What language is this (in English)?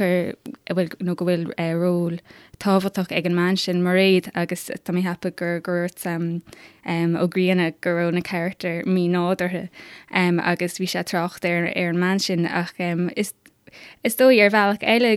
Irish